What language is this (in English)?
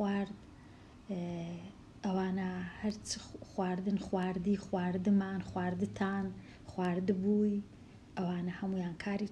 Central Kurdish